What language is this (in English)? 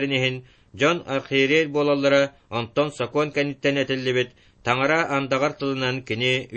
Yakut